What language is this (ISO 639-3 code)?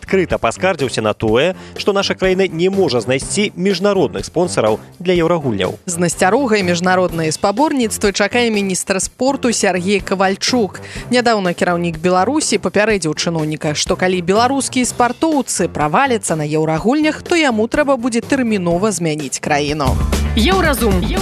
bel